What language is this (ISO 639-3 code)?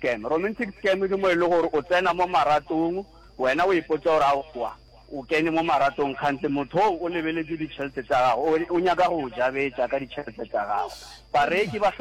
nso